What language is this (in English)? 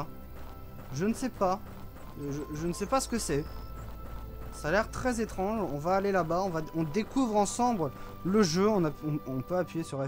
French